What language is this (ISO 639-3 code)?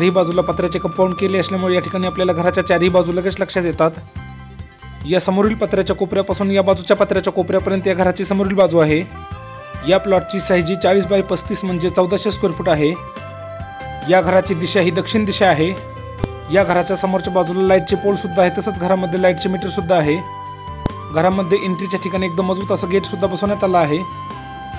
mar